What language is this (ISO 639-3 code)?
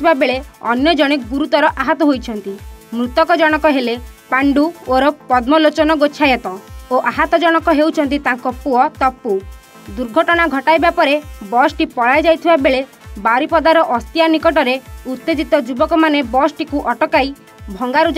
ori